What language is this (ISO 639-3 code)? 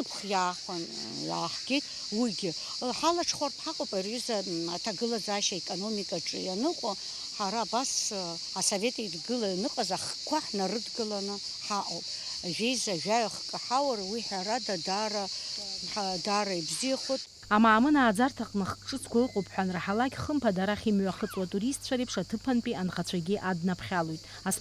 abk